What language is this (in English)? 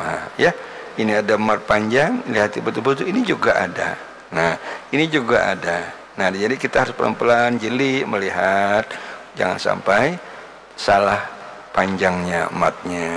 Banjar